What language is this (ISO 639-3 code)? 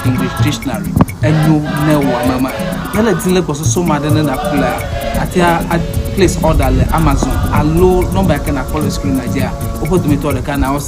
ewe